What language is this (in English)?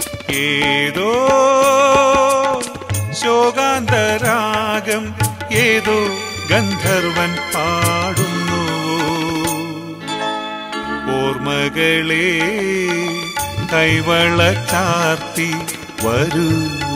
Malayalam